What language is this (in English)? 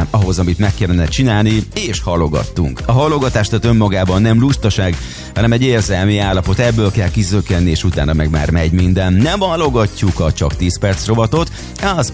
Hungarian